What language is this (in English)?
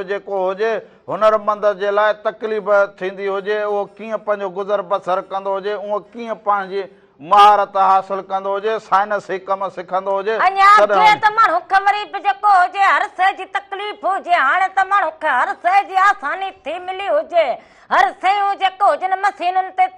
Sindhi